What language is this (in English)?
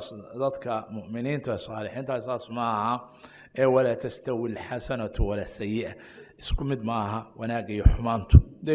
Somali